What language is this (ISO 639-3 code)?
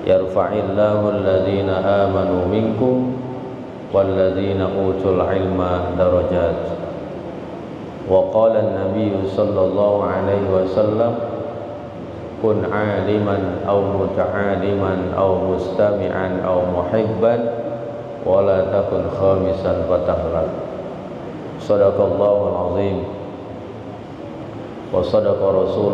ind